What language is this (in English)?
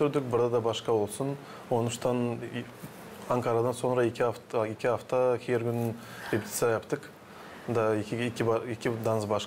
Gagauz